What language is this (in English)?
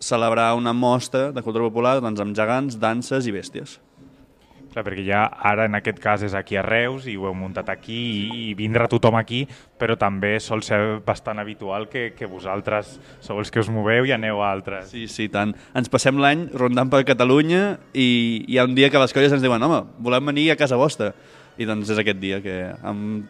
Catalan